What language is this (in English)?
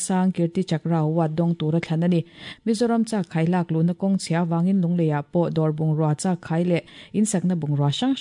Mizo